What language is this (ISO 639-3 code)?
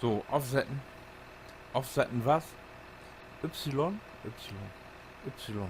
nds